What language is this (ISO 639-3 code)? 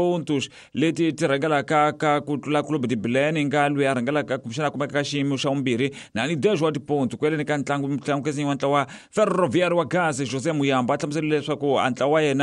tso